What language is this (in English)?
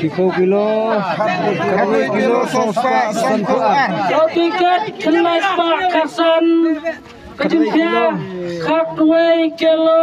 Khasi